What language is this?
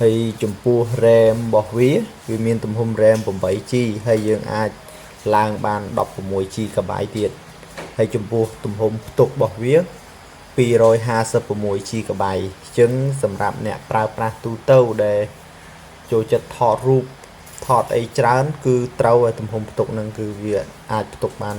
Khmer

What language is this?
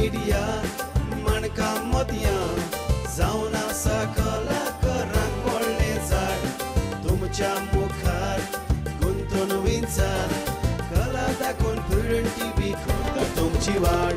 Konkani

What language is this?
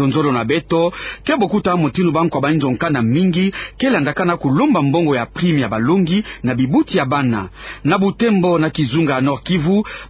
Kituba (Democratic Republic of Congo)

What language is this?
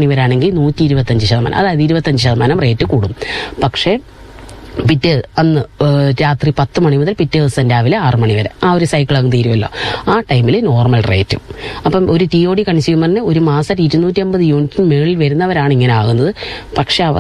Malayalam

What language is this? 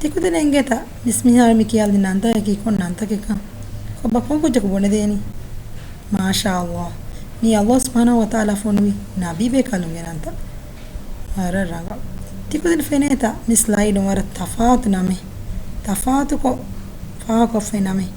Divehi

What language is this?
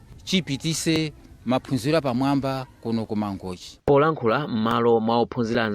Nyanja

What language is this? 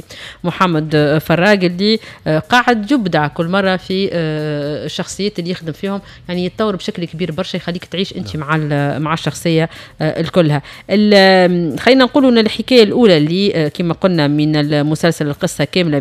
Tunisian Arabic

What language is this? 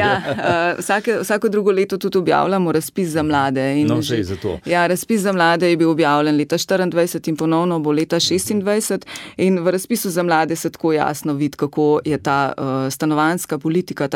Slovenian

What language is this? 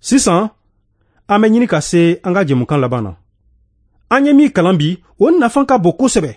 Bambara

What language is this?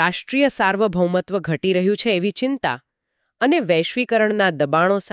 Gujarati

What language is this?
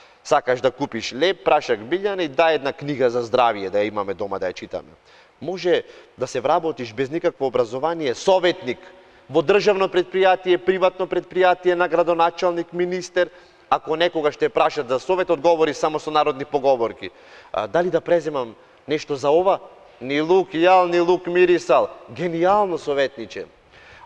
Macedonian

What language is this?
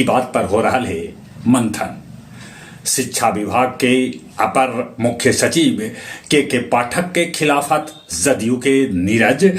Magahi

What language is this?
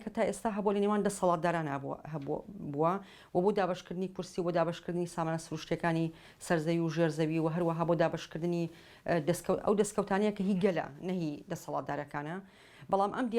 Central Kurdish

